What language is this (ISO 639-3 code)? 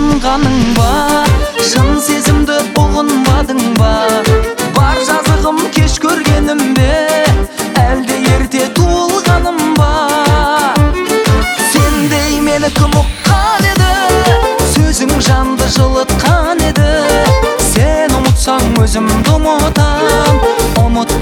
kaz